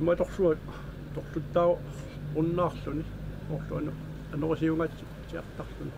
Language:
Kalaallisut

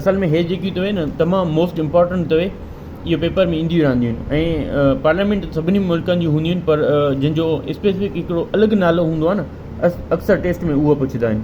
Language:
Sindhi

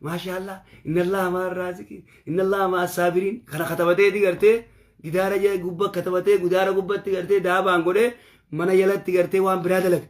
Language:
Oromo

